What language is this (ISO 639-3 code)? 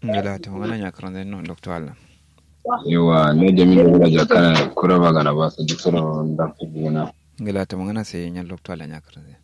kau